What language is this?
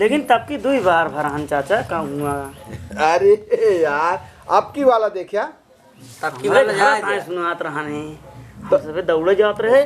Awadhi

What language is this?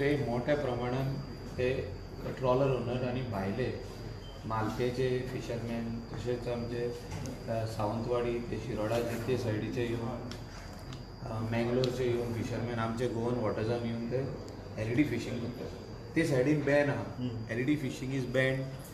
Konkani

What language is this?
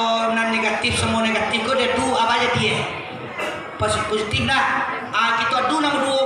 Minangkabau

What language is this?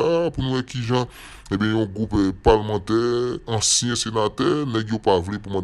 Haitian Creole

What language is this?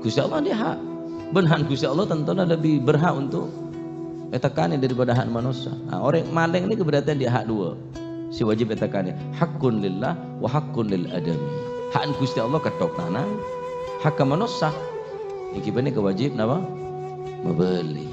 Madurese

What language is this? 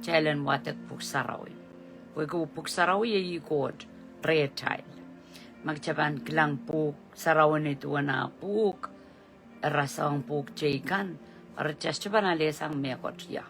Pohnpeian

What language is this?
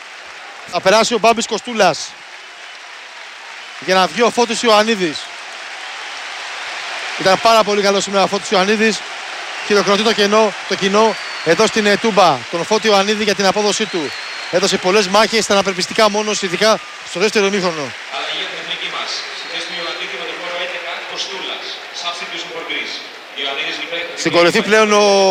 Greek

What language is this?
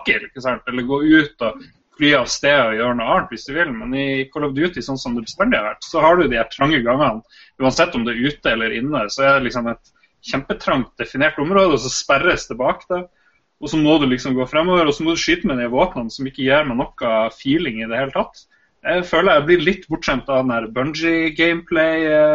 Norwegian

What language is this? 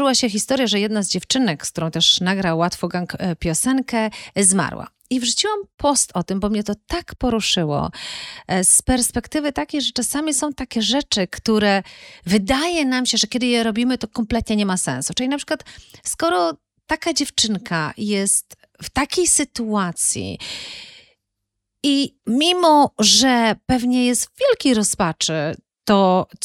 Polish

